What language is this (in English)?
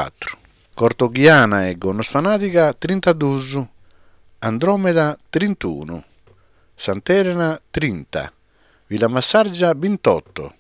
Sardinian